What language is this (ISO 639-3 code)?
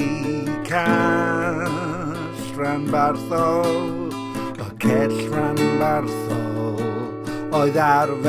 cym